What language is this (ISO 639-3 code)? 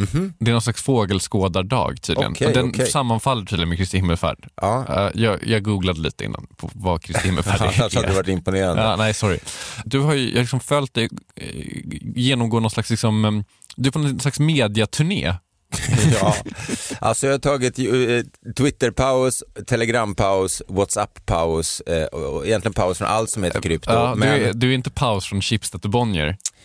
swe